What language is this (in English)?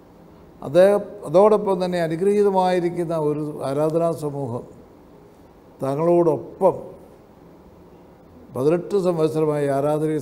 Malayalam